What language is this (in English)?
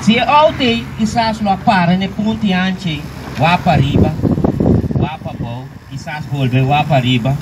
Papiamento